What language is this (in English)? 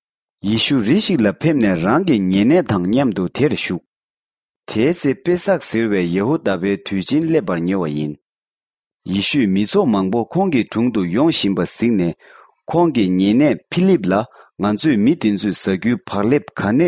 Tibetan